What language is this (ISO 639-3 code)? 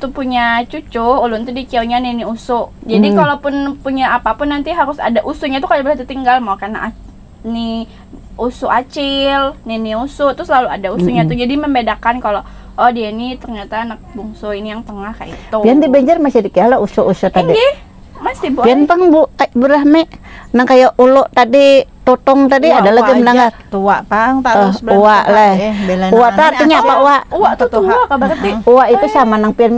bjn